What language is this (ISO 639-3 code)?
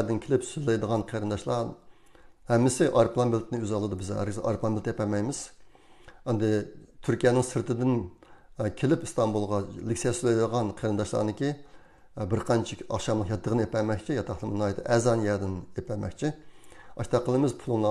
uig